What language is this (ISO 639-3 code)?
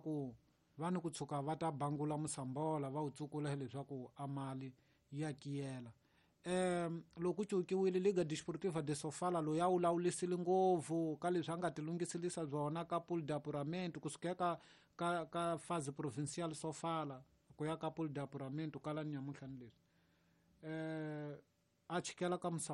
tso